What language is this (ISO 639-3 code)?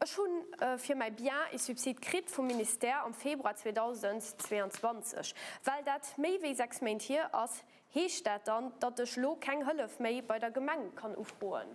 ltz